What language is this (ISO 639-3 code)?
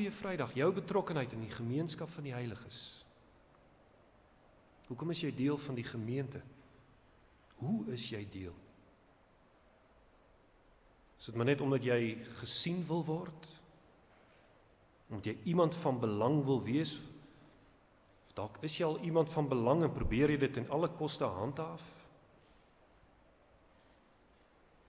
afr